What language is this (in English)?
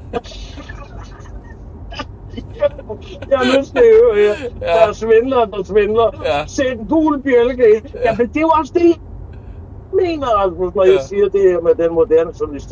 Danish